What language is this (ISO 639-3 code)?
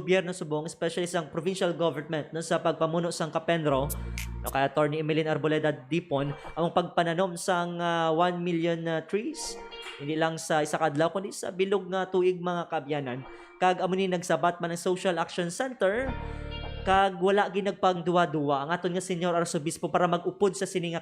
hil